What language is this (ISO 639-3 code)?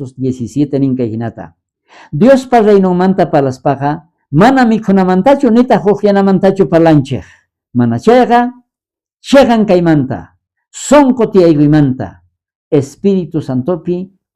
quh